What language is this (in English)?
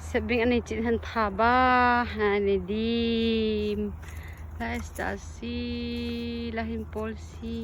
Hakha Chin